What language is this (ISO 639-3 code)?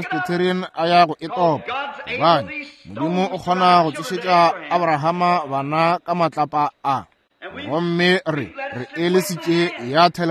nso